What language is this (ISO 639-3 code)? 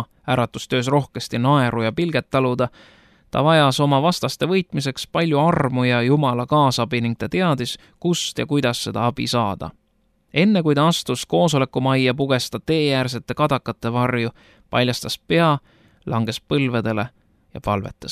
est